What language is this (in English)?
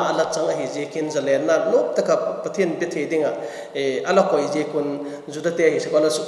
Vaiphei